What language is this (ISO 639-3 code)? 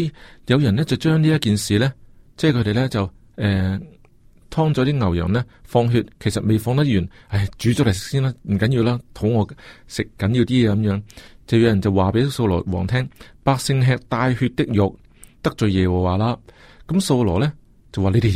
yue